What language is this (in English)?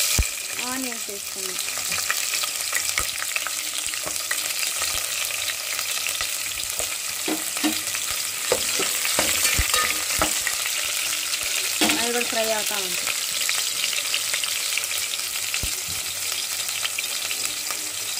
Telugu